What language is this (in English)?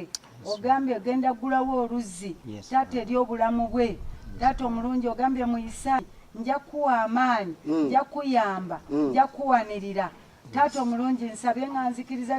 Ganda